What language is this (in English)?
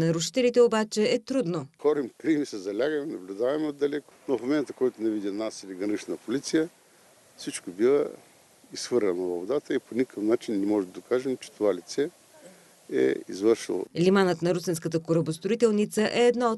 Bulgarian